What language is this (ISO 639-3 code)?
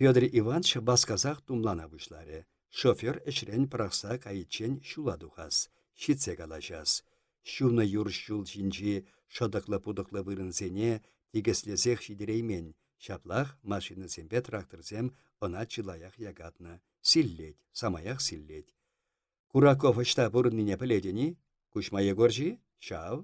chv